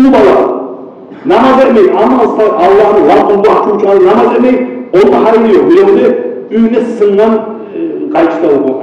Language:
Kumyk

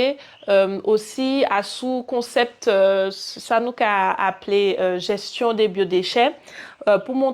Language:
Guadeloupean Creole French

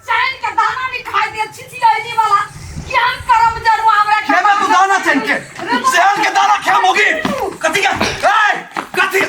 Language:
Maithili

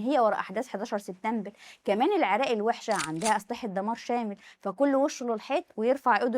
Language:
Egyptian Arabic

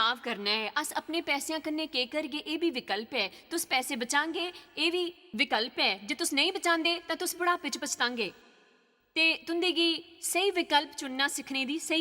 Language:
Dogri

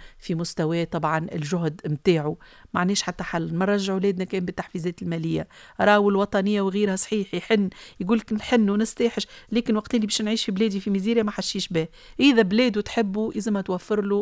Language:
Tunisian Arabic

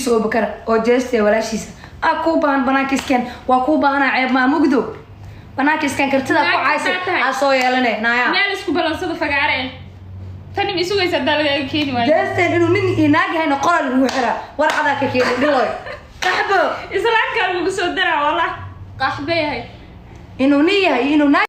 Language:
Somali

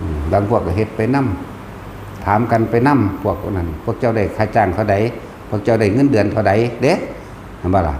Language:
Northeastern Thai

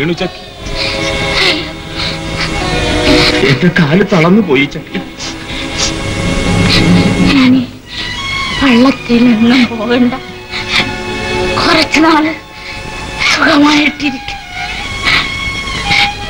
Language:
Malayalam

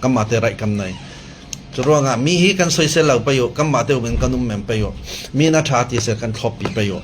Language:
Falam Chin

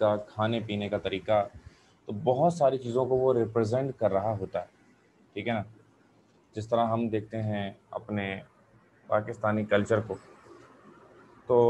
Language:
Urdu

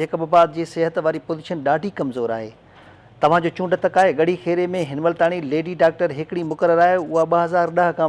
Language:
Sindhi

